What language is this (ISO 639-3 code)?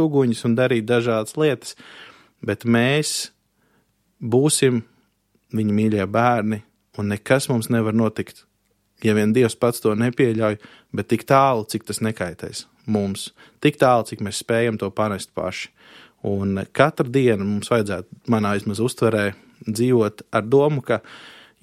lav